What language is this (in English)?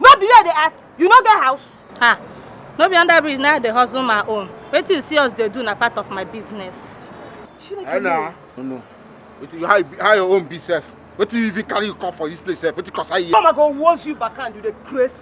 Nigerian Pidgin